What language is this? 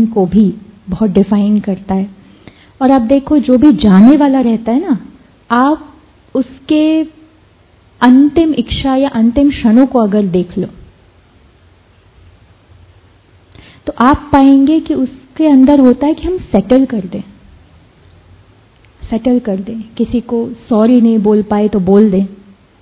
Hindi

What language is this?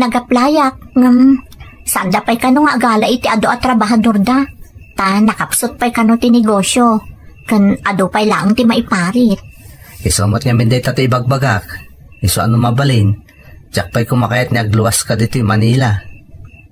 Iloko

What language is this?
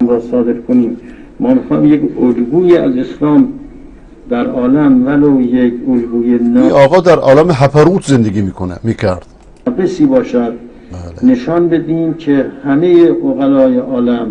Persian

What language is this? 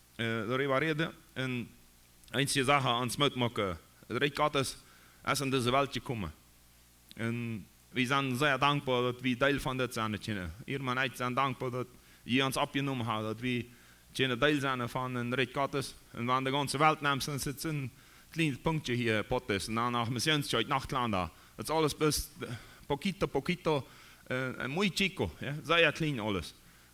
Plautdietsch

